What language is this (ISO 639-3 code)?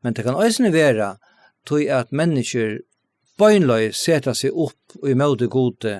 fao